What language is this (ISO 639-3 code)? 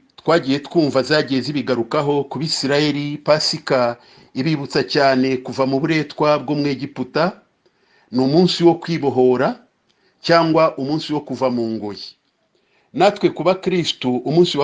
kin